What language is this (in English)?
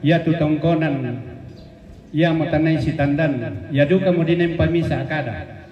Toraja-Sa'dan